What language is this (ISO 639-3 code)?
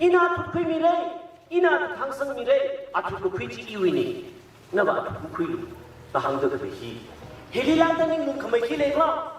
nmf